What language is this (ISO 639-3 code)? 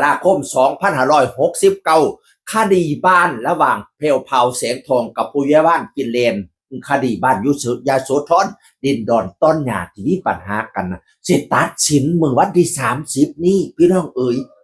tts